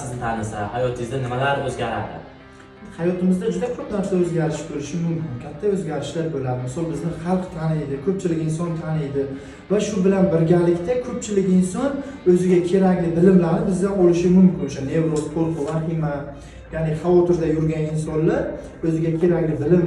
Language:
Uzbek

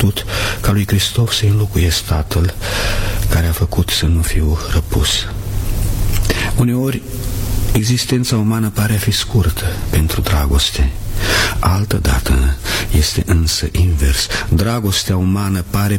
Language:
Romanian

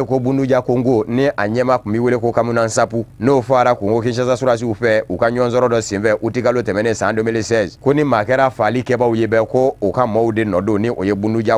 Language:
Bambara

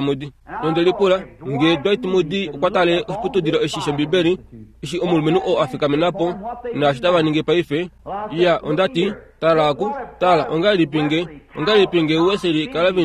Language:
Kuanyama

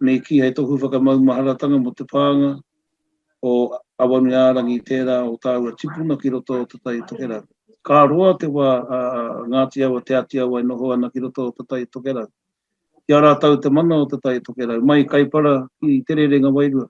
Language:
Māori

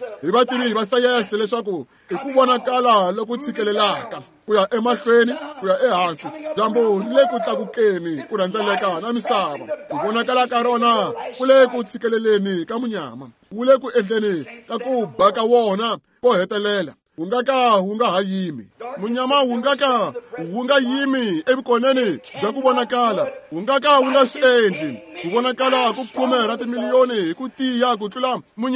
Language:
Tsonga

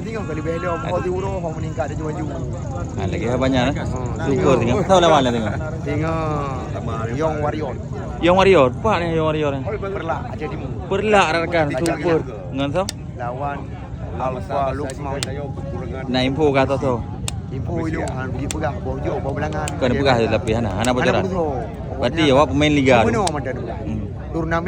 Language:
Achinese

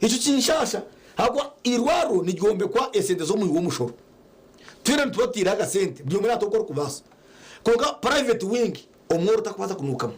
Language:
Nyankole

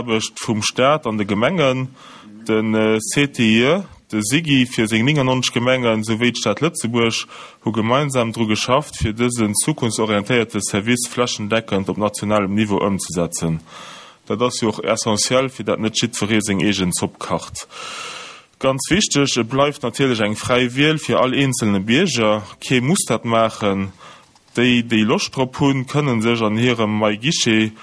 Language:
Luxembourgish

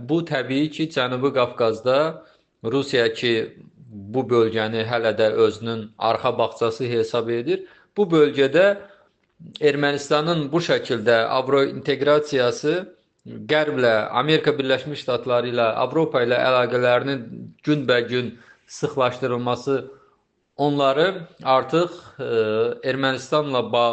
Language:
Azerbaijani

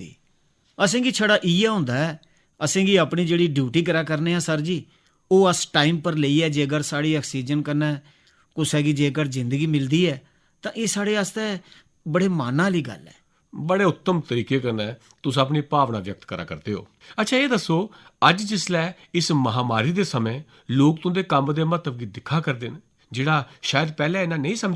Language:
Dogri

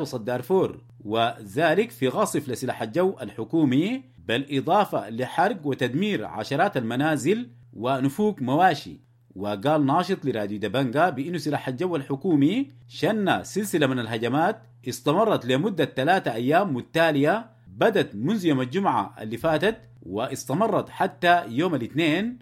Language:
Sudanese Arabic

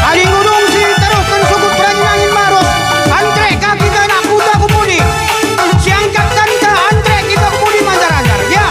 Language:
Batak Karo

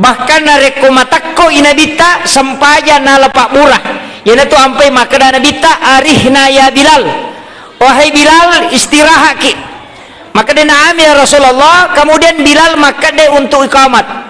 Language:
Buginese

